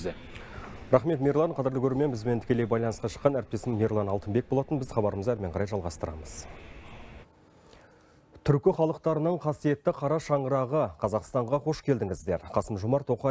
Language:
Kazakh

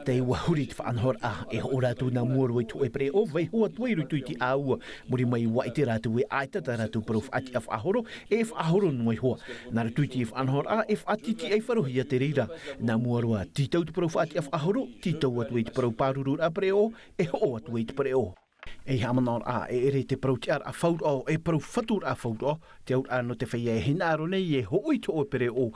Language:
Tahitian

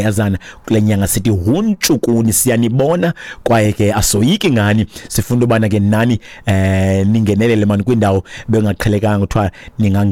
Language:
Xhosa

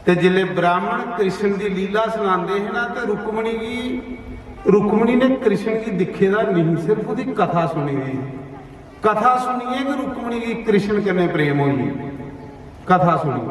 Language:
Dogri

